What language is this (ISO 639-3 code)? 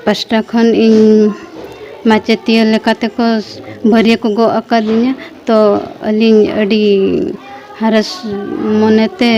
sat